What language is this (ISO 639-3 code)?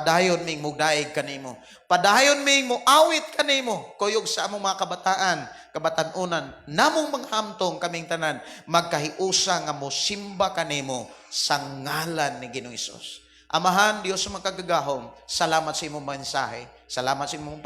ceb